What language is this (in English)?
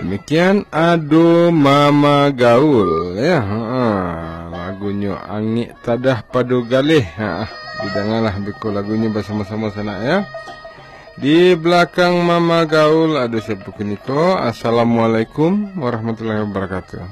Minangkabau